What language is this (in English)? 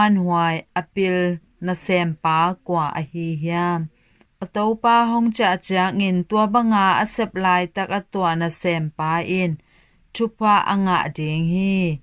Tedim Chin